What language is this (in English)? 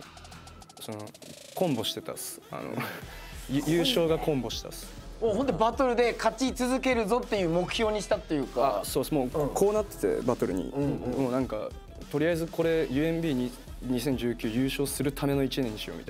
Japanese